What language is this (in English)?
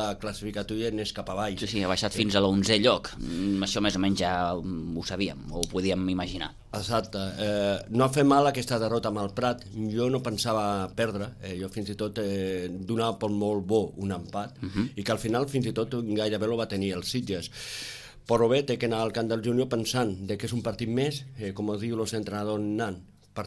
Catalan